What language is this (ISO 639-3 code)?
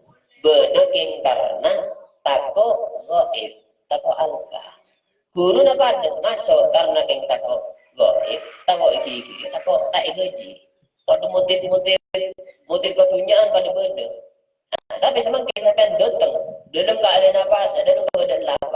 mad